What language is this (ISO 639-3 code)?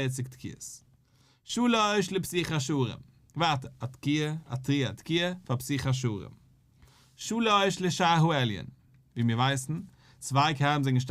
yid